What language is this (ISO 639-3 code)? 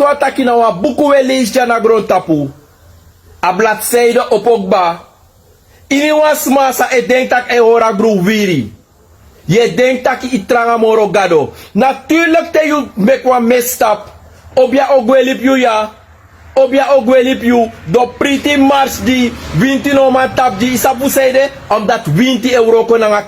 srn